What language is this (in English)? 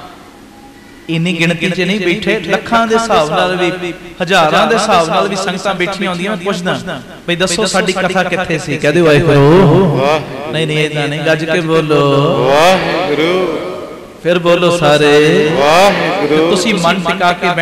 Punjabi